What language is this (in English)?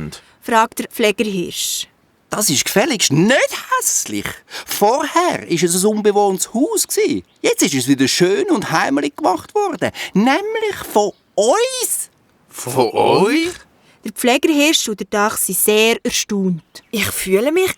Swiss German